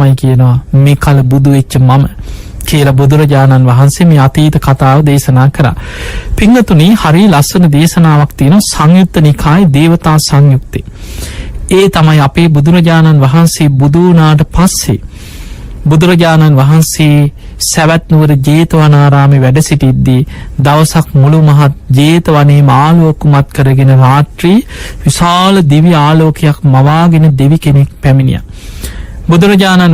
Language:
Sinhala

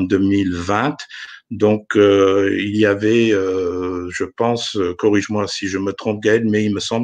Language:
French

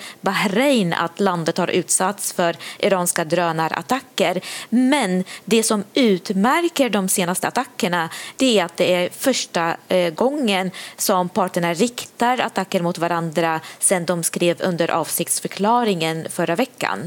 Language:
Swedish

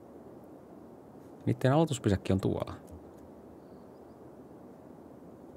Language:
Finnish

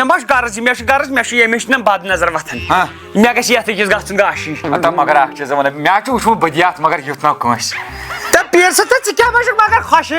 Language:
Kashmiri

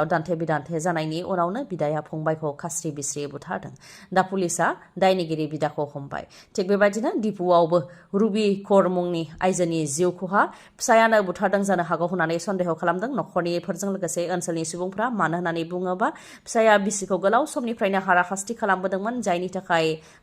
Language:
Bodo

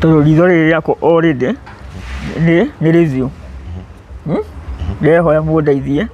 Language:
Kikuyu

